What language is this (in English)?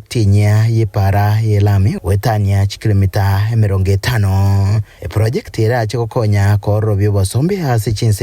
Gusii